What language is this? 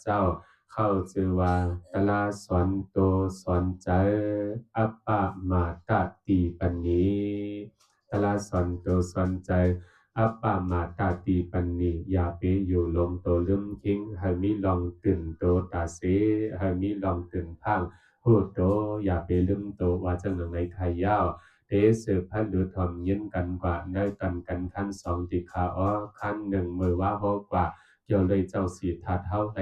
Shan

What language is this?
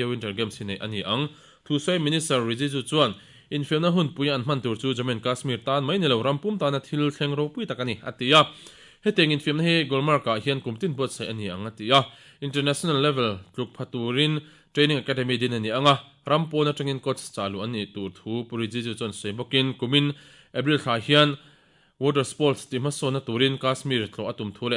Mizo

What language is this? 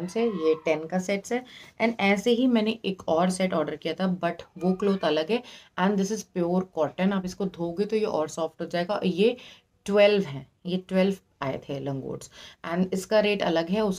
Hindi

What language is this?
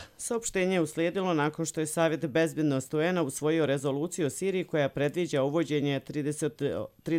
Bosnian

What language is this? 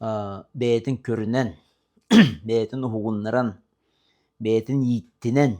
Yakut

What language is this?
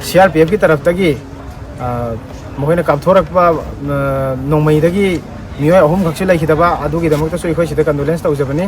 Manipuri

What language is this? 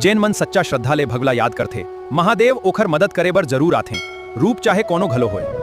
Chhattisgarhi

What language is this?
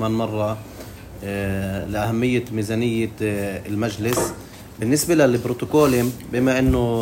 North Levantine Arabic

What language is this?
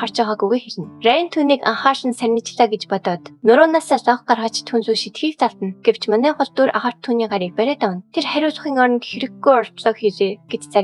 Mongolian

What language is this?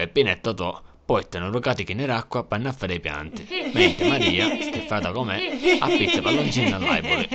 Sicilian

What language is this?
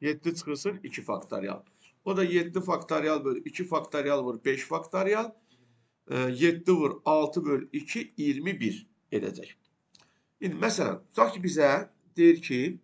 Azerbaijani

